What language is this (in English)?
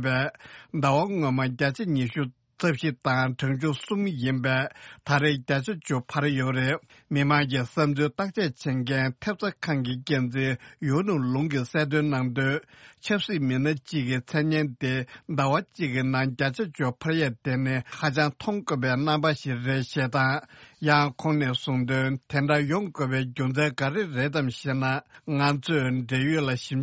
Tibetan